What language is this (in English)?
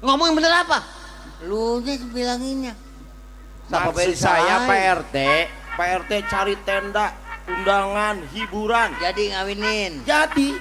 Betawi